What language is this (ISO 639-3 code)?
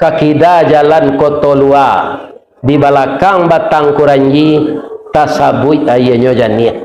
min